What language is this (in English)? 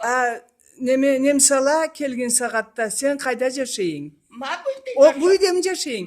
Karachay-Balkar